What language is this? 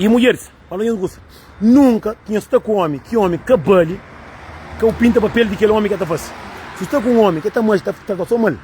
Kabuverdianu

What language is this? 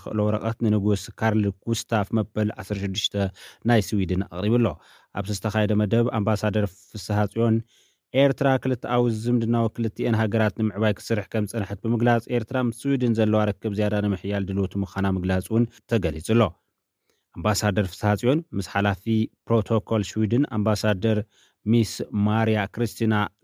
Tigrinya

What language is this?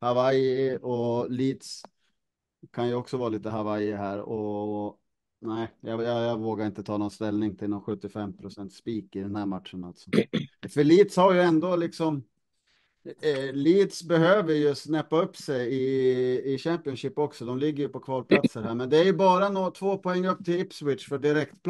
Swedish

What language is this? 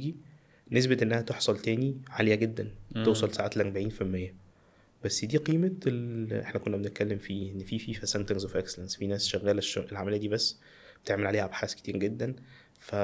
Egyptian Arabic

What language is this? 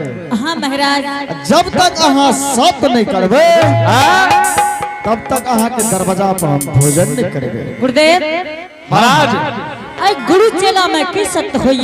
Angika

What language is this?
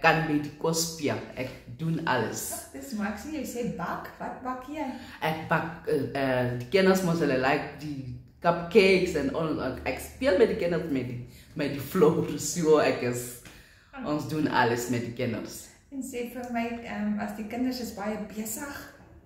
Afrikaans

